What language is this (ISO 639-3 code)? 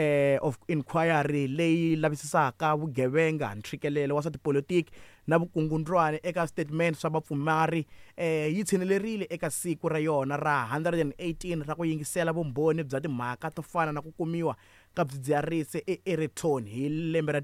tso